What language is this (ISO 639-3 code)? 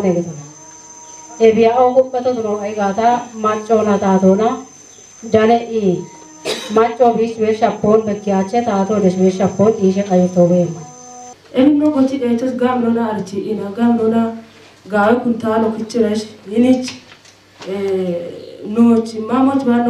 kbr